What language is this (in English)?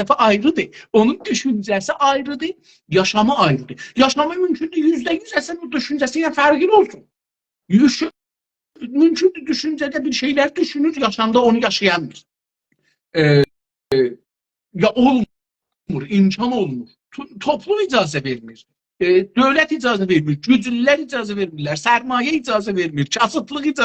South Azerbaijani